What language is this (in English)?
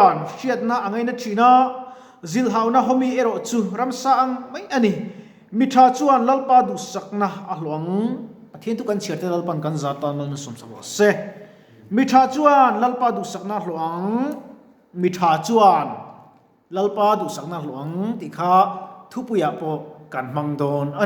Mizo